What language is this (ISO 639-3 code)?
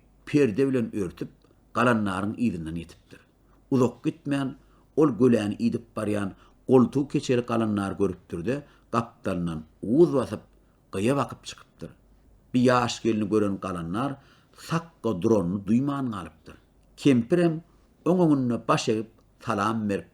tuk